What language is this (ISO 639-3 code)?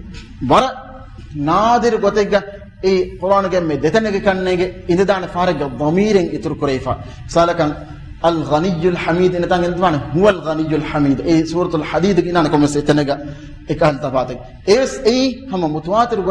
div